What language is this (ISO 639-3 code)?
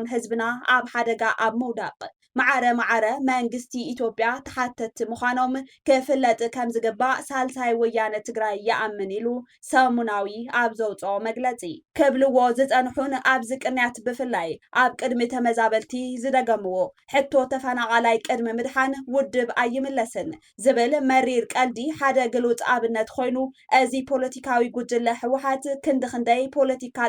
tir